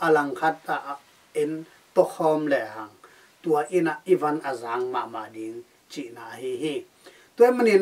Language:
Tedim Chin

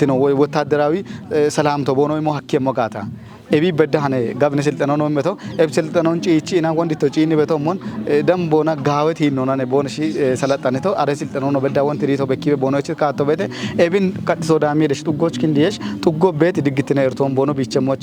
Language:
Kafa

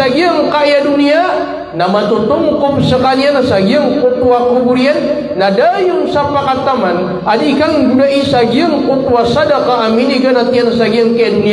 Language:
Maranao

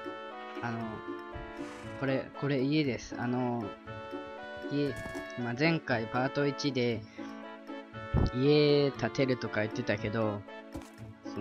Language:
Japanese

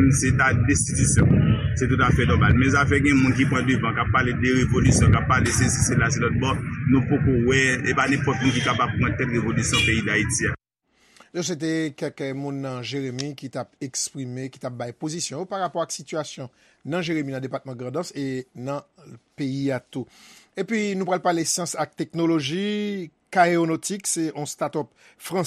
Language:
Haitian Creole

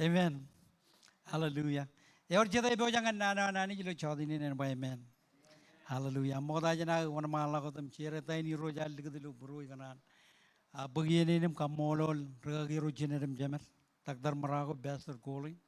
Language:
Marshallese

